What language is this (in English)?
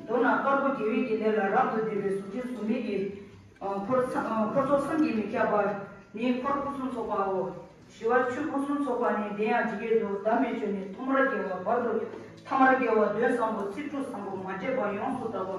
Tibetan